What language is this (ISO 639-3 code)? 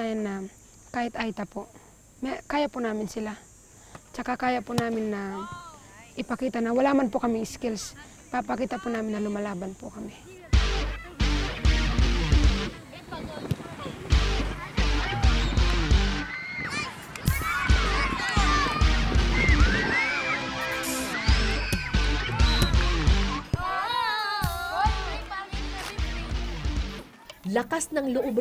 fil